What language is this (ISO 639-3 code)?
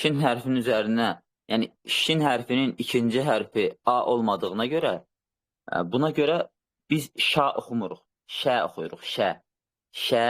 aze